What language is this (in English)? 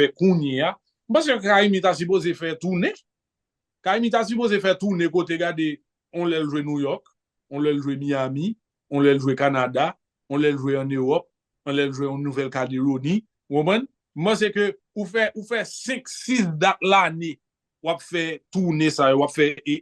Haitian Creole